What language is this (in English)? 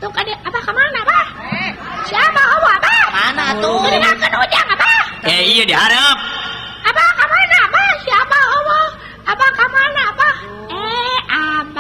Sundanese